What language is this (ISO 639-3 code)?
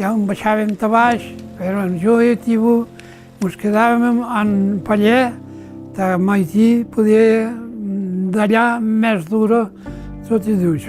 oci